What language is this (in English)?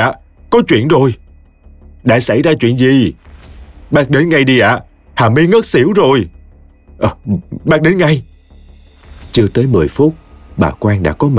Vietnamese